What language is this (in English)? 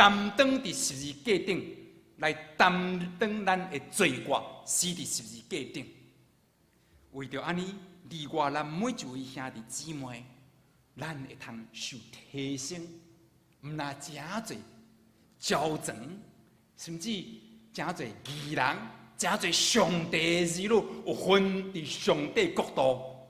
Min Nan Chinese